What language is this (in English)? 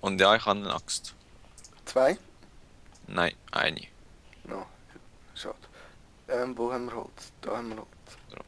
Swiss German